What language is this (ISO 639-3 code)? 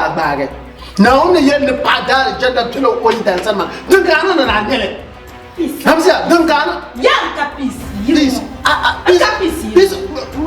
dag